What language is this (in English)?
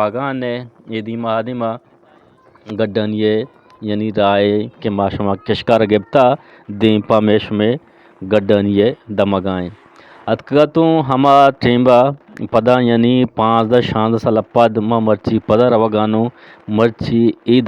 Eastern Balochi